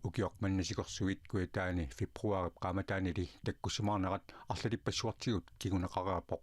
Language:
Kalaallisut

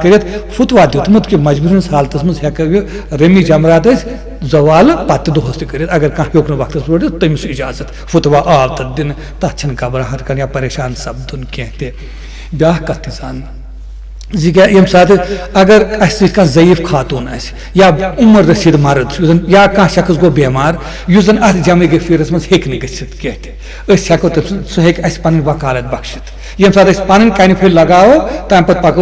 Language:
Kashmiri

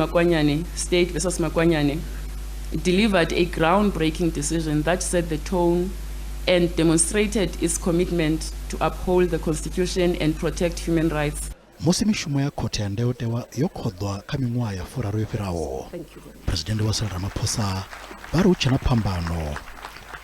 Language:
Venda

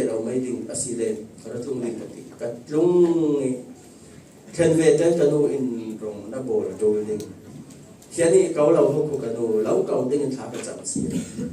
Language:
Falam Chin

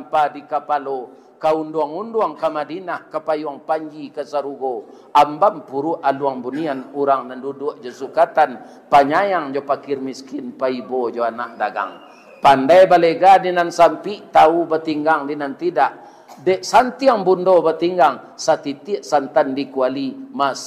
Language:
Minangkabau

